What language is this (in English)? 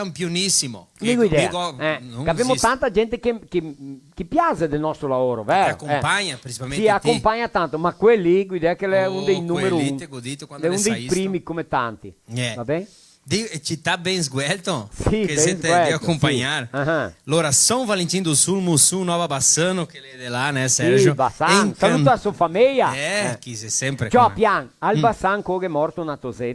Venetian